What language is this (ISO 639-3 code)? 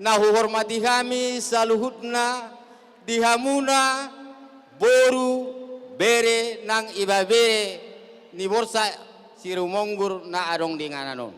bbc